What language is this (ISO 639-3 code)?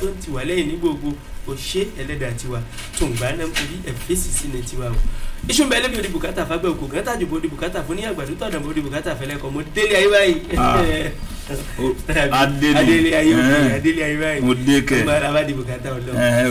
yor